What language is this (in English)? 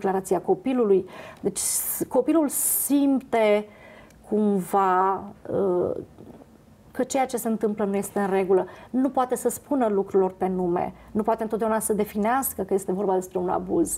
Romanian